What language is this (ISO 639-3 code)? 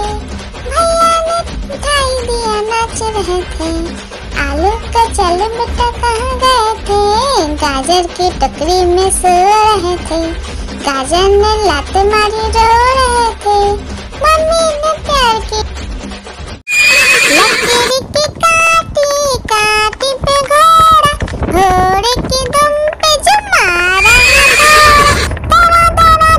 hin